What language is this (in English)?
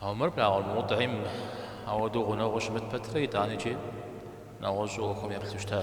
Kabardian